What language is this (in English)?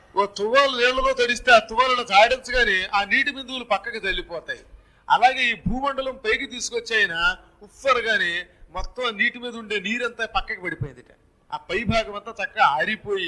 Telugu